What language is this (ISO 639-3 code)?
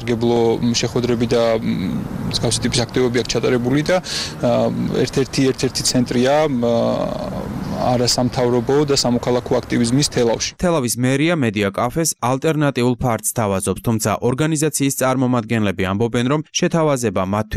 kat